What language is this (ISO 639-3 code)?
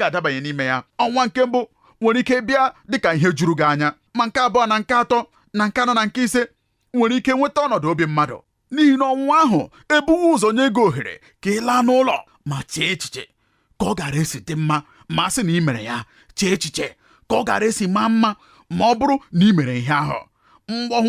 ibo